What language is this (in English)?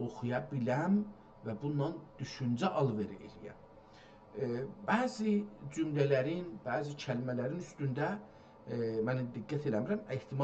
South Azerbaijani